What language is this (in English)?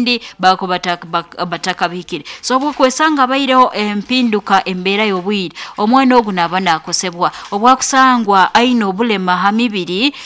Nyoro